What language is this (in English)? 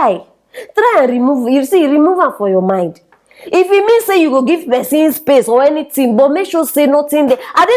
Nigerian Pidgin